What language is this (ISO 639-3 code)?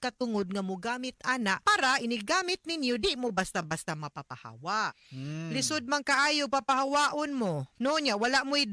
ceb